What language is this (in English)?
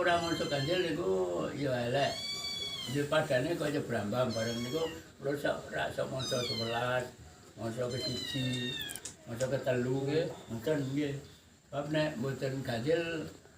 Javanese